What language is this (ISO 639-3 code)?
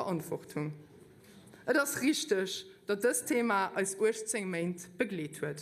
ltz